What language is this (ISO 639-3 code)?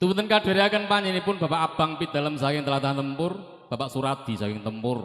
jav